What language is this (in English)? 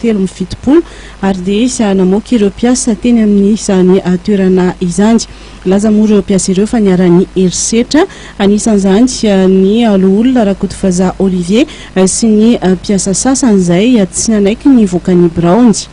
Malagasy